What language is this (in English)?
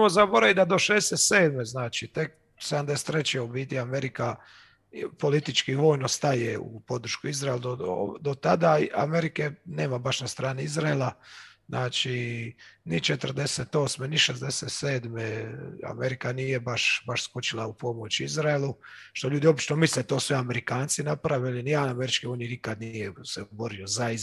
Croatian